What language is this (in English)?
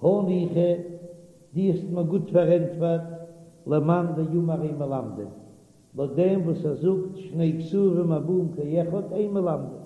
Yiddish